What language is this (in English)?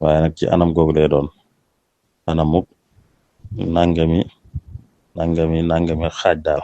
Wolof